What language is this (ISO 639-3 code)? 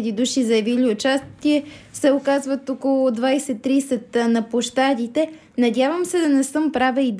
bul